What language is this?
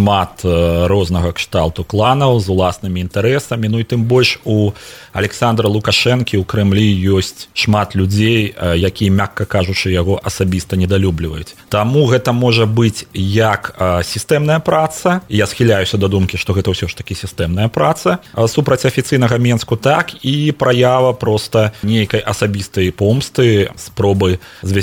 Belarusian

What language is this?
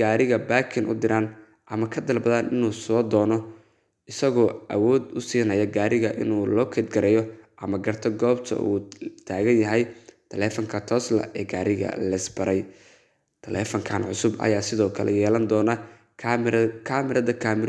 Somali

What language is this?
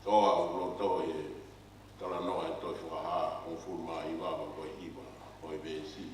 Tongan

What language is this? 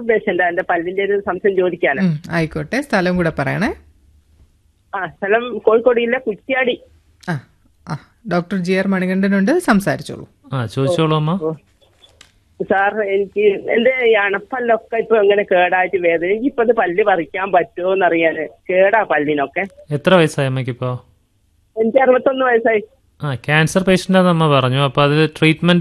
Malayalam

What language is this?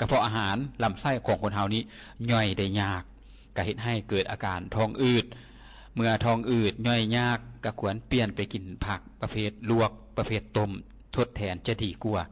Lao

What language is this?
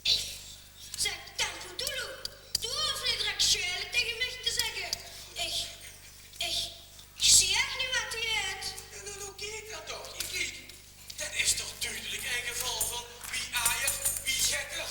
Limburgish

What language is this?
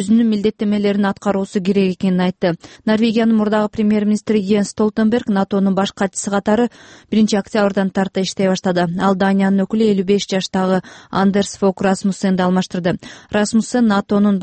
Kyrgyz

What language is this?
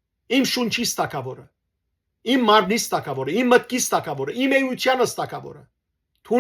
Western Armenian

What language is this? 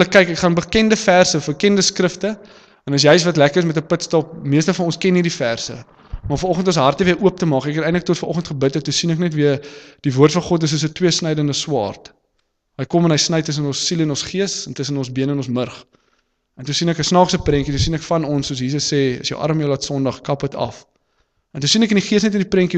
Afrikaans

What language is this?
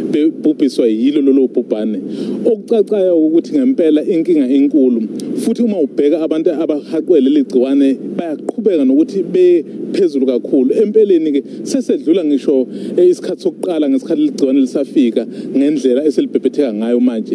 Zulu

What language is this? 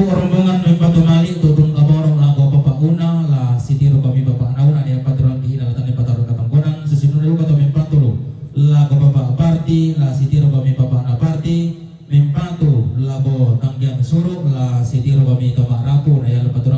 Toraja-Sa'dan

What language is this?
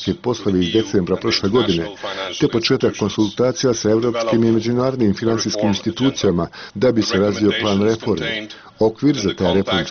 Bosnian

